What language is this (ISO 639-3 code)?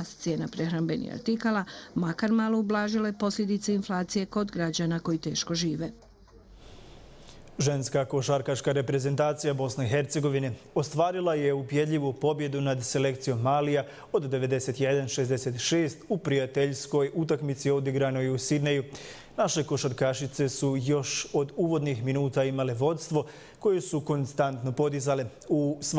bos